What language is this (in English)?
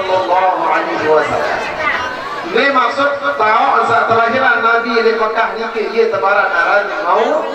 Malay